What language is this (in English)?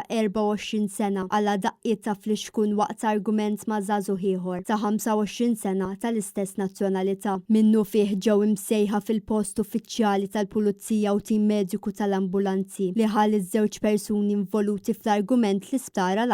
Maltese